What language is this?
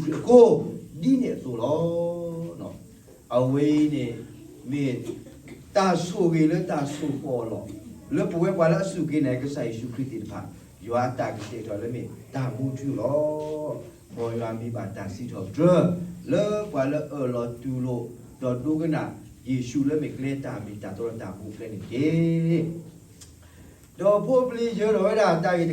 S'gaw Karen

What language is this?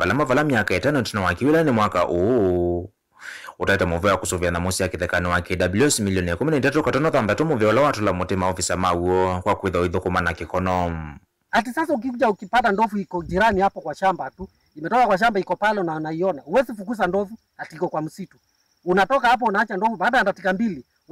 Kamba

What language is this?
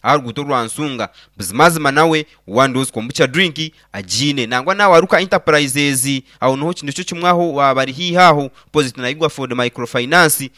Nyankole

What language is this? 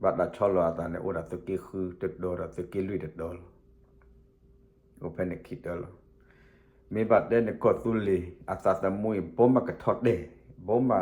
S'gaw Karen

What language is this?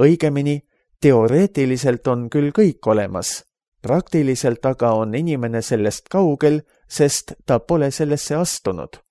Estonian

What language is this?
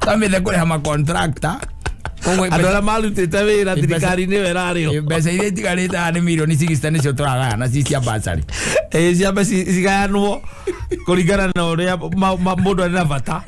Kikuyu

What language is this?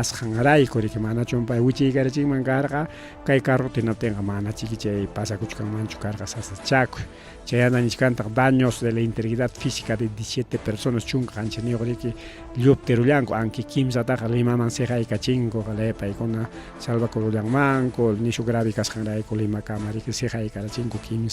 Ayacucho Quechua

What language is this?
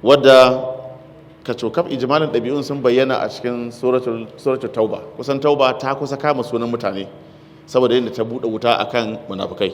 Hausa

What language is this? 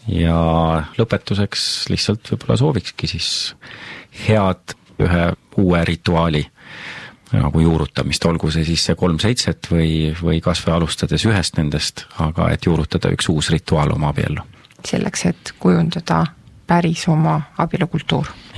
Estonian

